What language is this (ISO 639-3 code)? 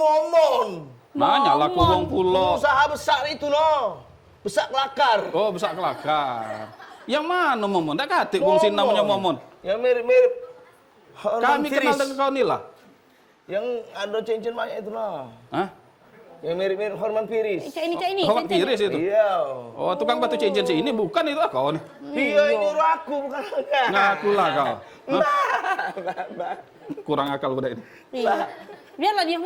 mui